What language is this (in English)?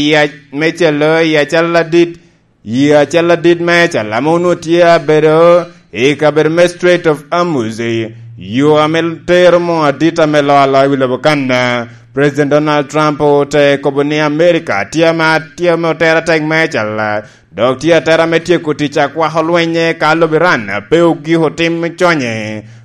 Lango (Uganda)